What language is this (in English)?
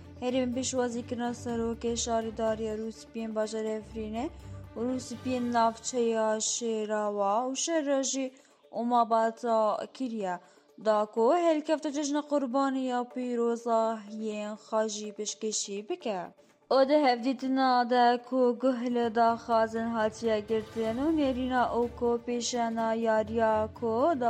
Kurdish